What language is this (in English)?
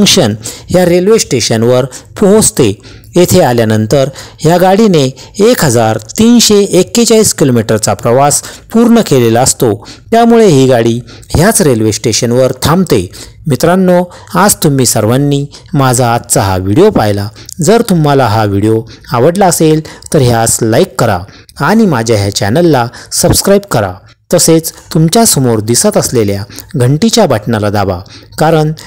Marathi